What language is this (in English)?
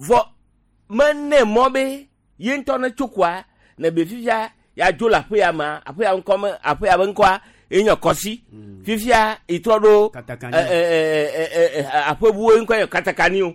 Gen